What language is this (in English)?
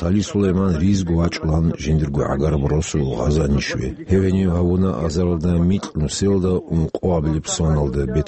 Avaric